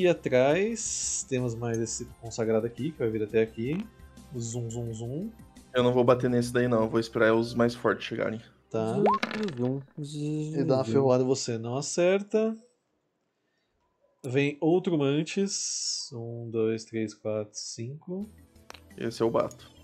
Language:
Portuguese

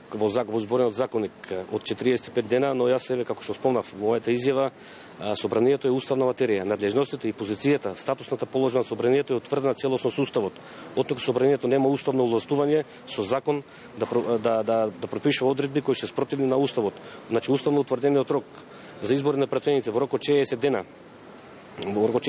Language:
Macedonian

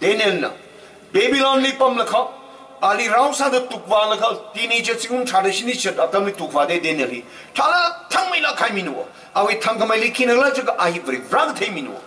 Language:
Tangkhul Naga (India)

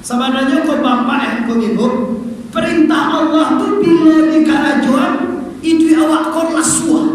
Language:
Minangkabau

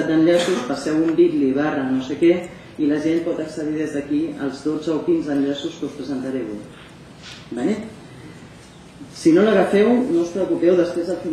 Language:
Catalan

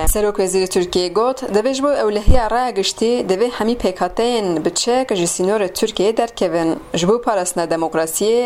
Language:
Kurdish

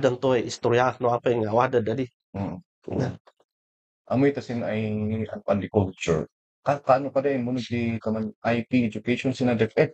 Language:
Kankanaey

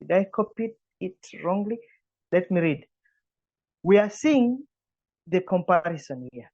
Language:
English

